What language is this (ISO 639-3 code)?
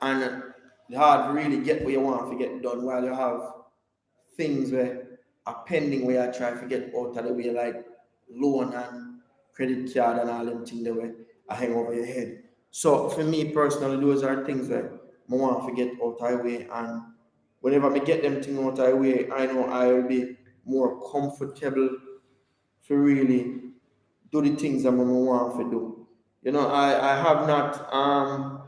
jam